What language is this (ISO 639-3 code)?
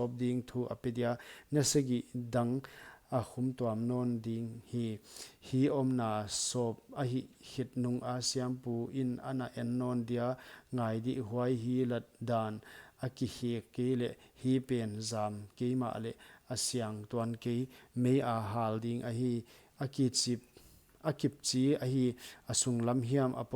pck